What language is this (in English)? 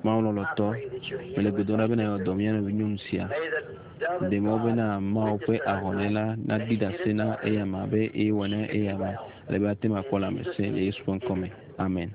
Ewe